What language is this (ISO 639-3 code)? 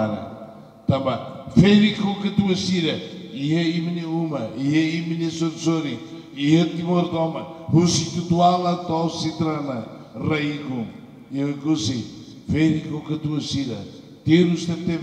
tet